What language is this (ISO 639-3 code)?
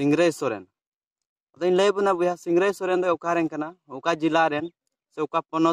sat